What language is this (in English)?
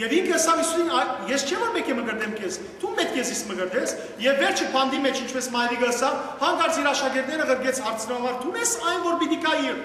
Western Armenian